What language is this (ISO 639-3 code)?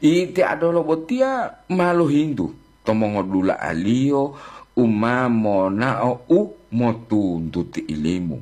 gor